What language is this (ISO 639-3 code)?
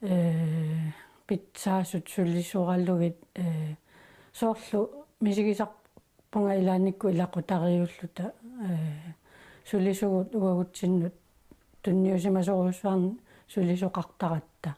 kal